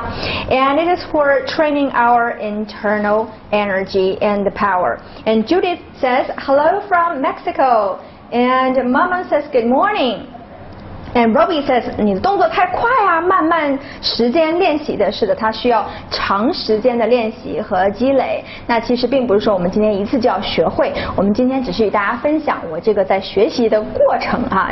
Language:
Chinese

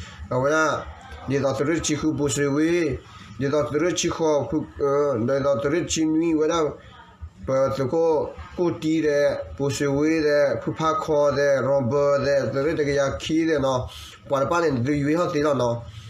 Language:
S'gaw Karen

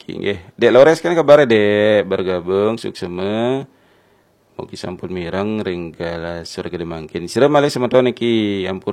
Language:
Balinese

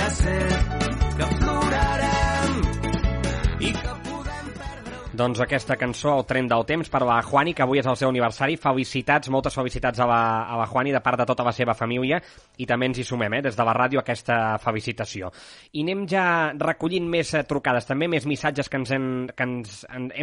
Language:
Catalan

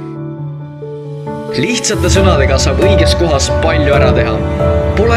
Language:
Estonian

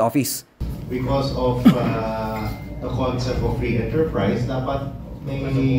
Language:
Hiligaynon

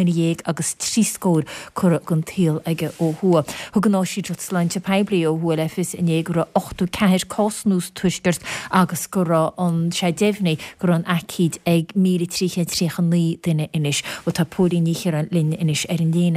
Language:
Irish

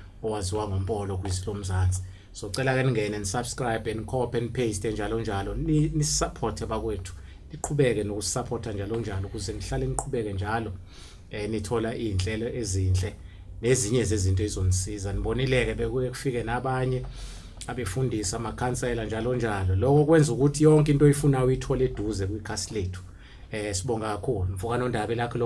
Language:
Zulu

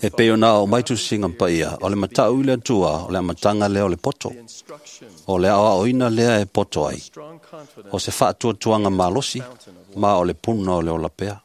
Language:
Samoan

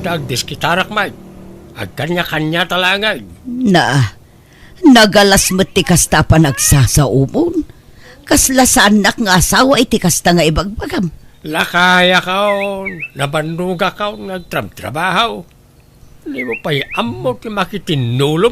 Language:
Iloko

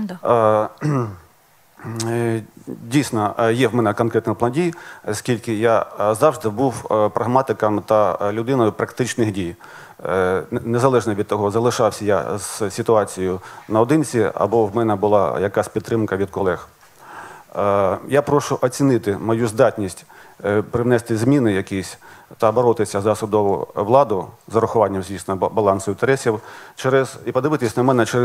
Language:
Ukrainian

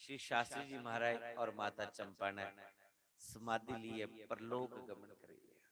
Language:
Dogri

